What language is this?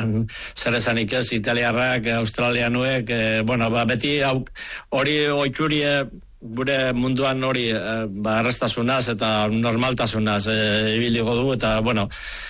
Basque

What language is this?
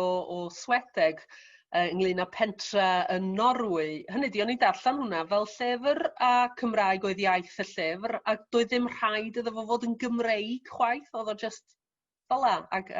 Welsh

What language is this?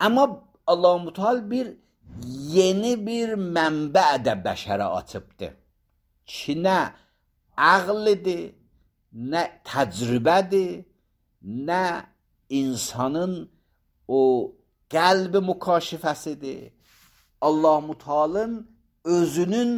Azerbaijani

